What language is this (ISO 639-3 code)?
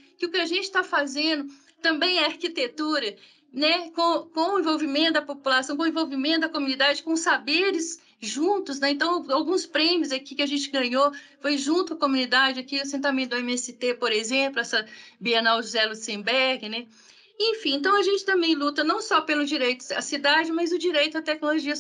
por